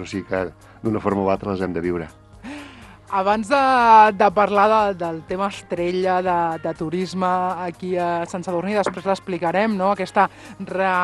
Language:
Catalan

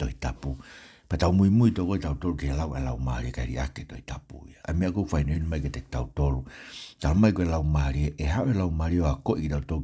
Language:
Tongan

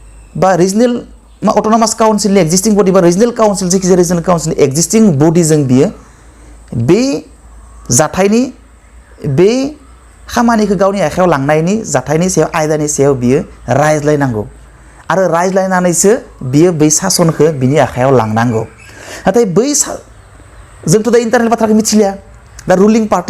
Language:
Bodo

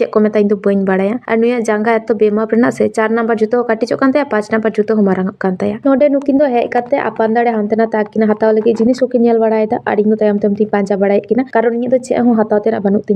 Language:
Santali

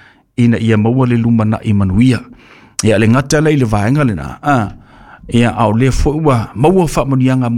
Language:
Samoan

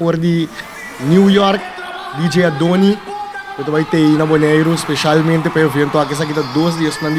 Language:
Papiamento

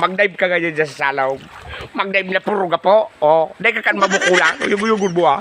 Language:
Bikol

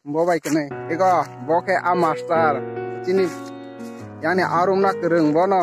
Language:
Kok Borok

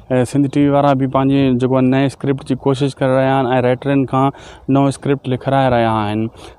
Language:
Sindhi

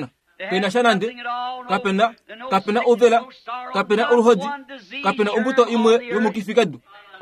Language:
Kuanyama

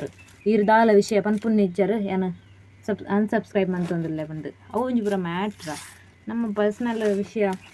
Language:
Tulu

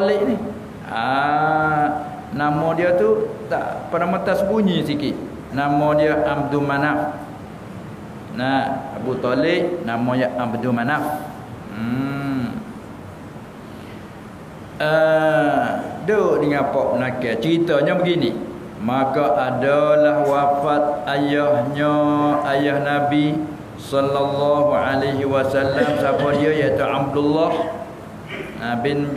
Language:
Malay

